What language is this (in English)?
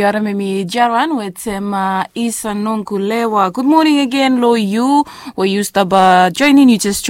Bislama